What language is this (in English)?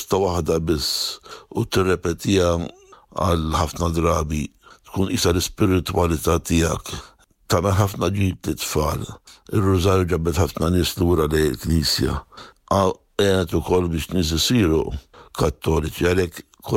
Maltese